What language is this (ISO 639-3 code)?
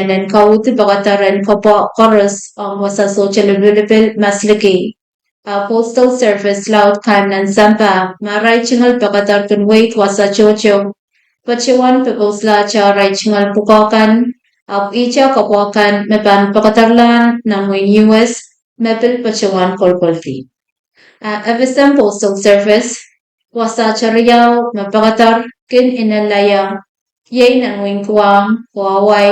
pon